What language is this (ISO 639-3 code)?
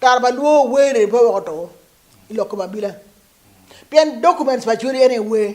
ach